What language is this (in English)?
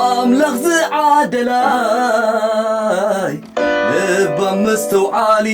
Tigrinya